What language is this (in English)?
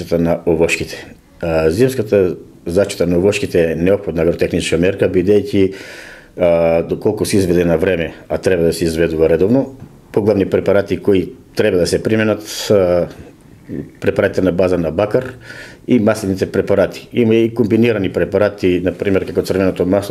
Macedonian